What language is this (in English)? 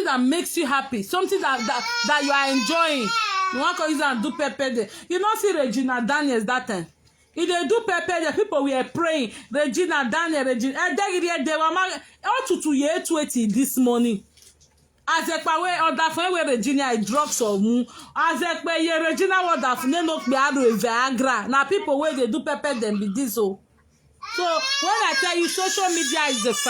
Nigerian Pidgin